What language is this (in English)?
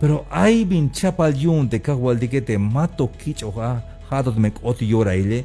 Tzeltal